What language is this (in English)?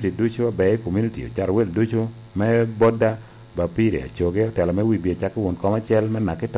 Lango (Uganda)